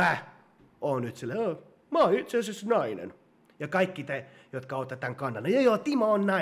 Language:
Finnish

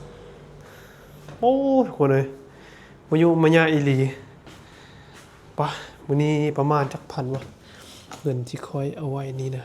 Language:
Lao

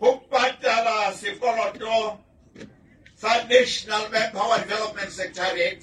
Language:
Southern Sotho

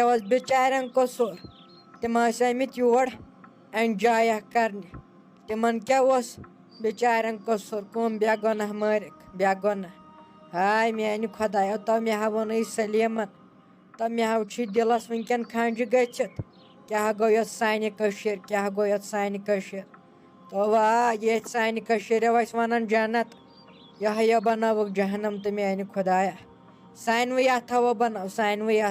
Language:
Kashmiri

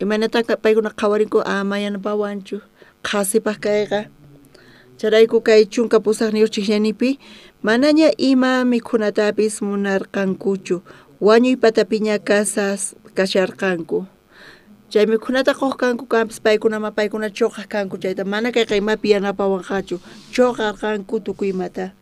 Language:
South Bolivian Quechua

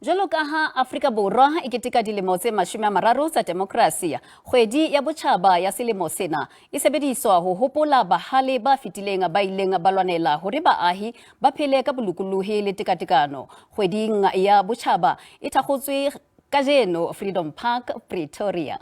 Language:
Southern Sotho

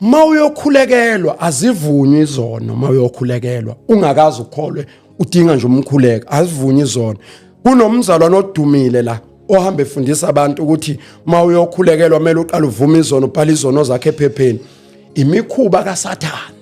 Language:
Zulu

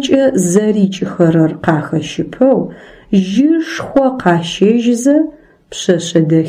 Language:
Adyghe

